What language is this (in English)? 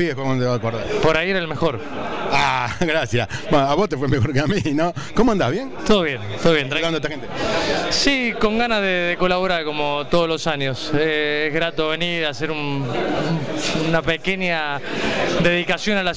Spanish